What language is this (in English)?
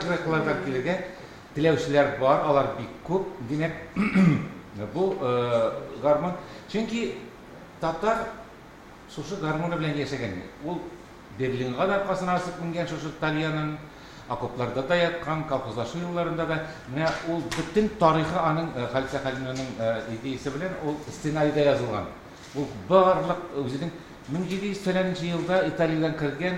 Tatar